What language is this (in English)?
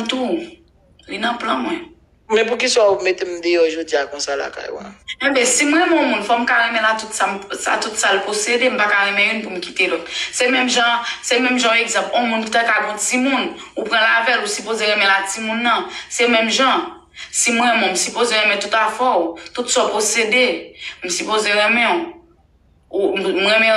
Haitian Creole